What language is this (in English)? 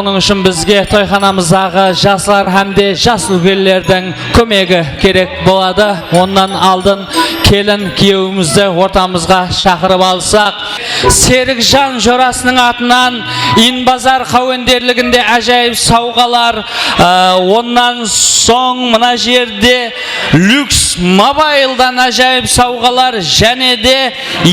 Kara-Kalpak